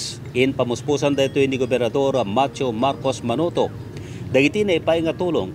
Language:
Iloko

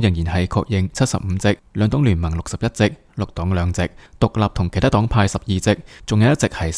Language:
Cantonese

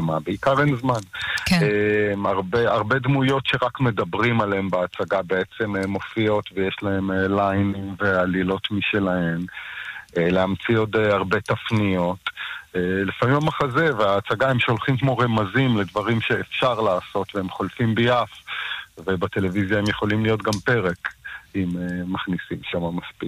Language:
Hebrew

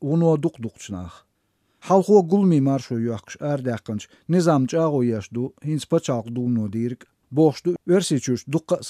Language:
Chechen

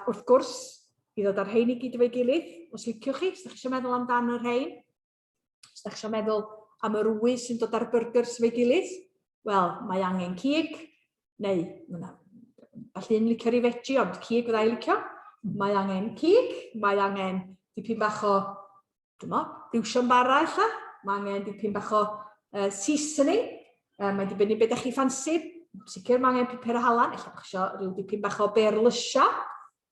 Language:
Welsh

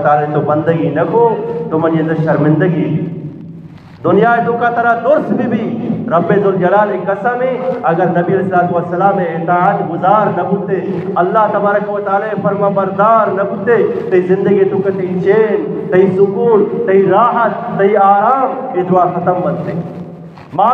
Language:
Eastern Balochi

